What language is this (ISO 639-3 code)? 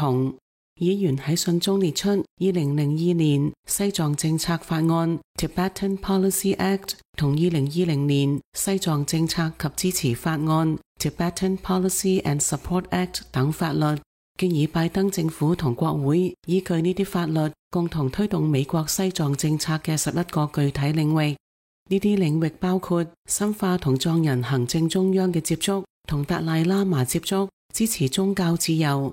yue